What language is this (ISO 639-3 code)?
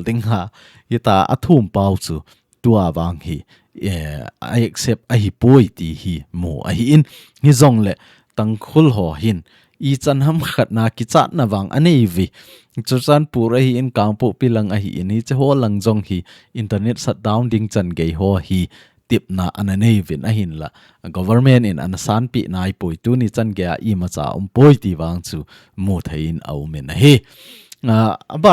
tcz